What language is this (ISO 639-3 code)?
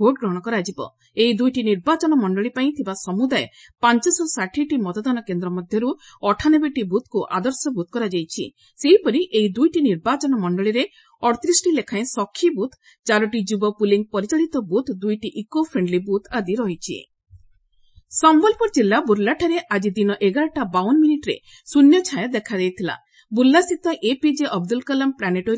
ori